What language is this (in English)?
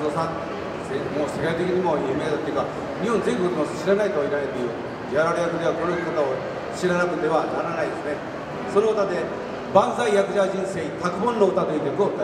Japanese